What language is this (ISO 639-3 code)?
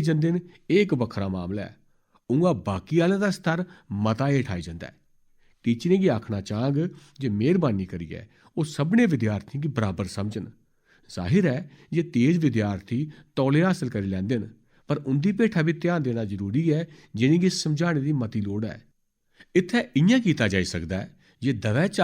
doi